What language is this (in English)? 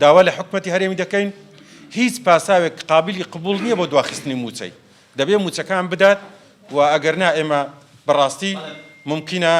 Central Kurdish